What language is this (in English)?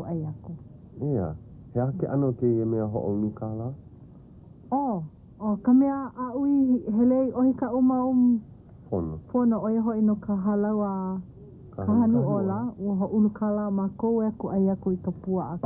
Hawaiian